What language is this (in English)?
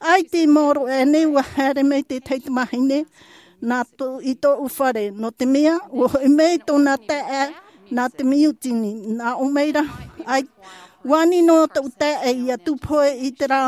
Tahitian